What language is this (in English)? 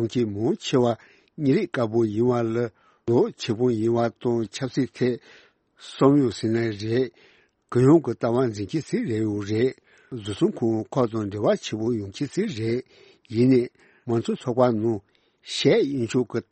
Tibetan